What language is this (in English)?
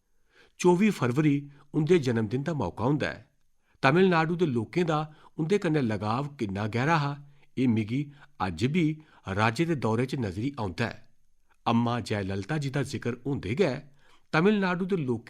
Dogri